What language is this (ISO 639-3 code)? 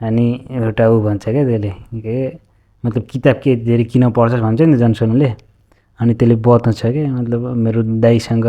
nep